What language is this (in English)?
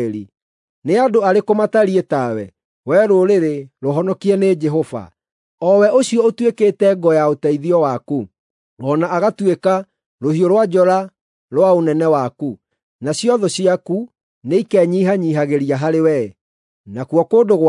Kikuyu